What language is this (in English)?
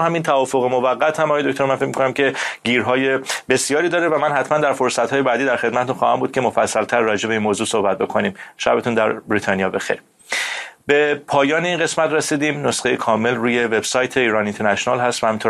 Persian